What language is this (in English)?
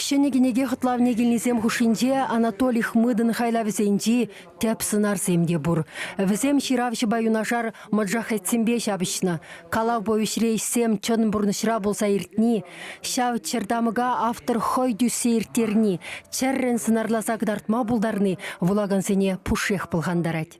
Chuvash